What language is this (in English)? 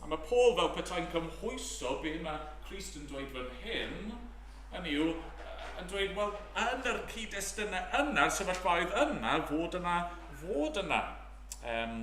Welsh